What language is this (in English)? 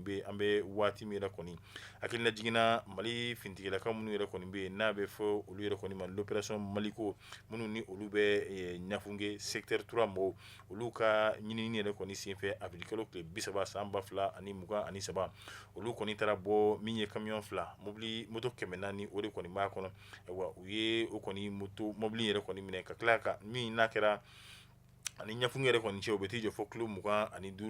Bambara